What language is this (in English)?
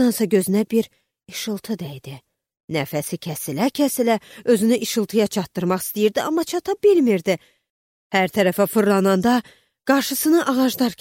Azerbaijani